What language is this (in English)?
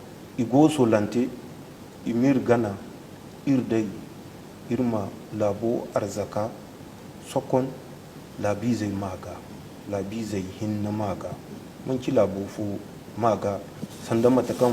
Zarma